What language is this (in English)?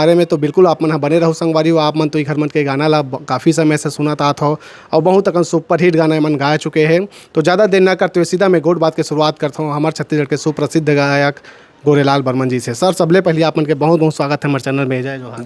Chhattisgarhi